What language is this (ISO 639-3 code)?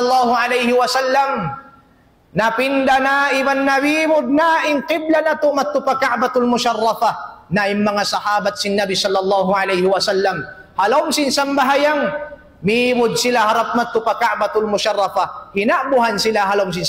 tsg